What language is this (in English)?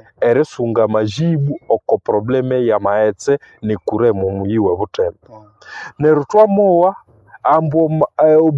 Nande